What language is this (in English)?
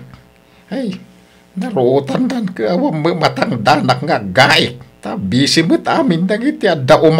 Iloko